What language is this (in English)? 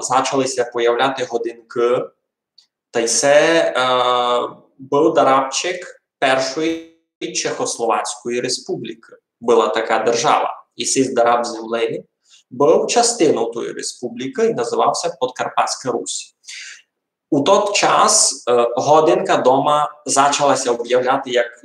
Rusyn